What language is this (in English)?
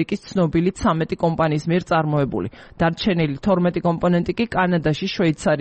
Georgian